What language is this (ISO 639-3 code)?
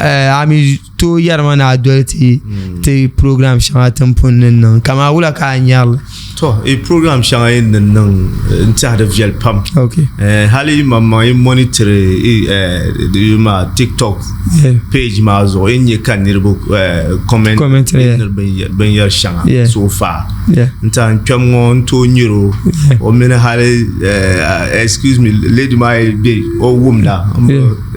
dag